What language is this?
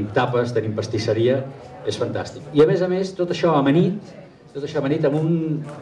Catalan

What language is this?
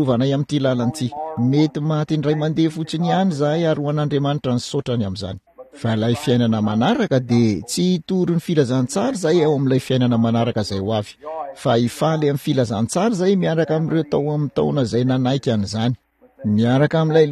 Malagasy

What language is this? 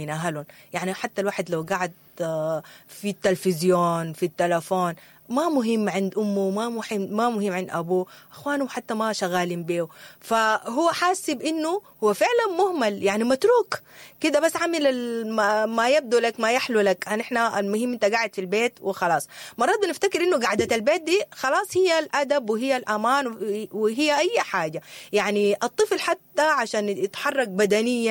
Sudanese Arabic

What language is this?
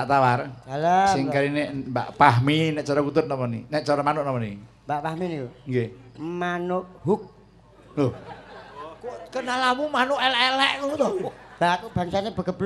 Javanese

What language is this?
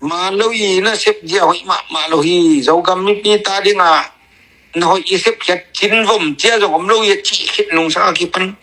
Tedim Chin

